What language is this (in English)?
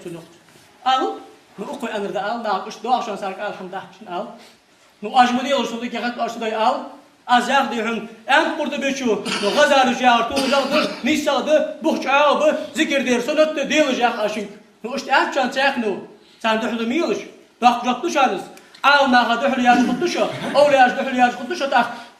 Ingush